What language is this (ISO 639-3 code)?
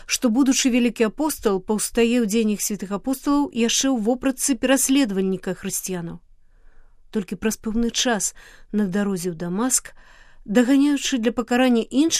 bel